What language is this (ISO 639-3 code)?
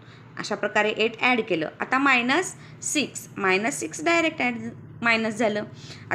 mar